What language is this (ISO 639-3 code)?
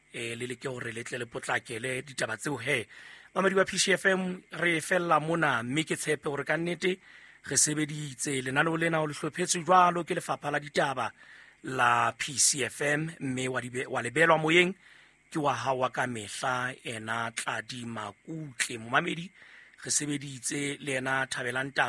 sot